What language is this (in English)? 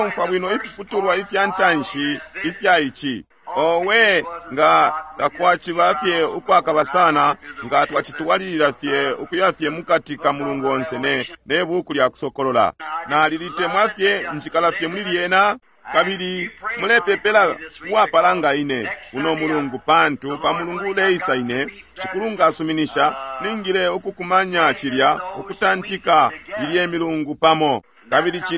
Bemba